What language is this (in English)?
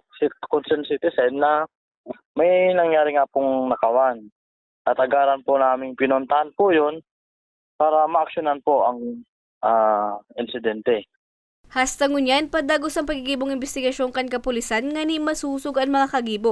Bikol